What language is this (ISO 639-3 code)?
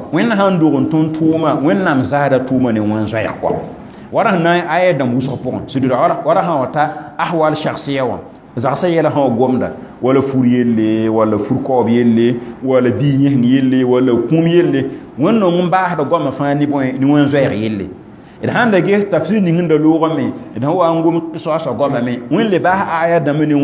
mos